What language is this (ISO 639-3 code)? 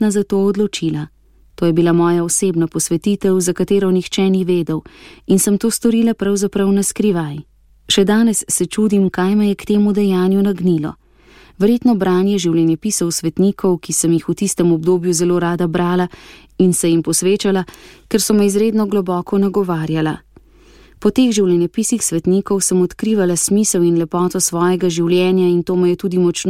slv